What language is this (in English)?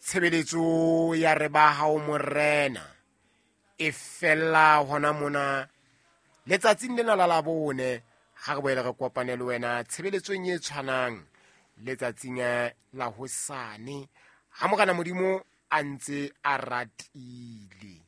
Southern Sotho